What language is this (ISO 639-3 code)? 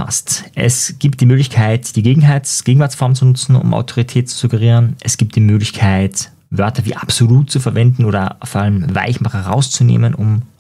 deu